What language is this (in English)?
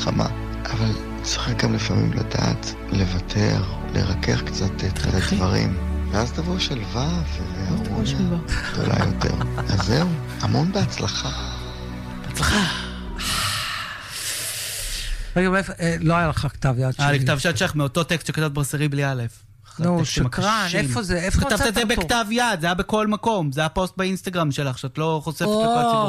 Hebrew